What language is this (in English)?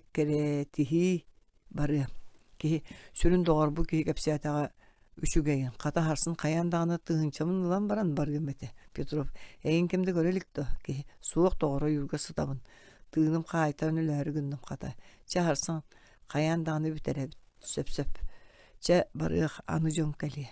Yakut